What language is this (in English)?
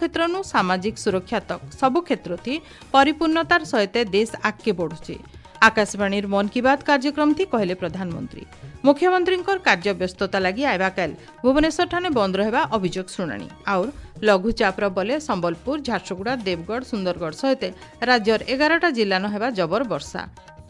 Odia